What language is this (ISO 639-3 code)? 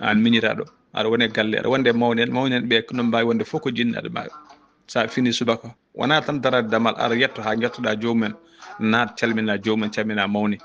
ful